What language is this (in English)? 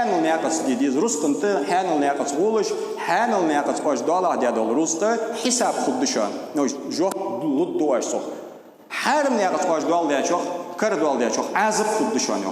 Ingush